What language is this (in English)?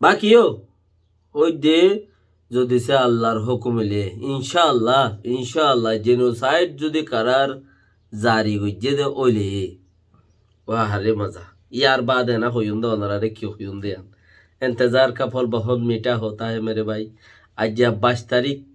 Rohingya